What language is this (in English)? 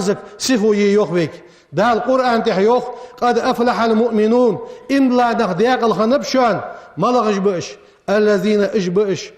Ingush